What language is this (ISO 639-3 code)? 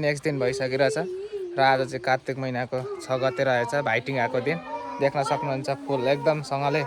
nep